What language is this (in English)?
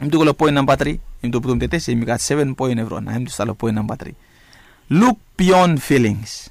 Bislama